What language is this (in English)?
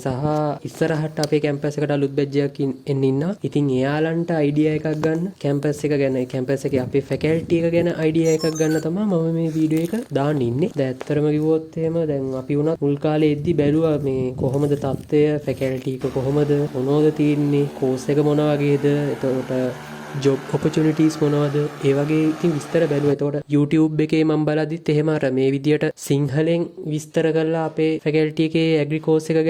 Sinhala